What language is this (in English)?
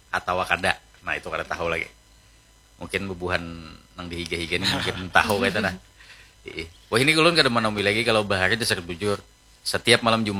Banjar